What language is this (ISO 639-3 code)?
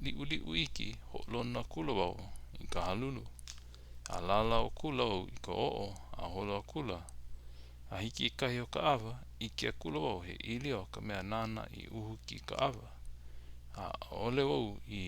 haw